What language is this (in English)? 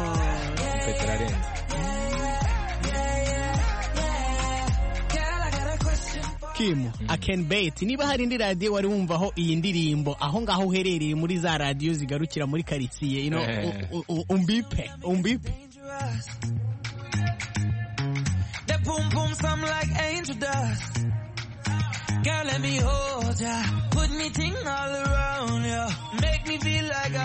Kinyarwanda